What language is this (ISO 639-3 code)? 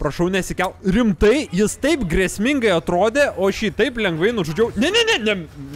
lit